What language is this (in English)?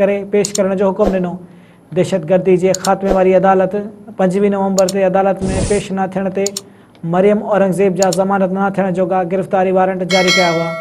Sindhi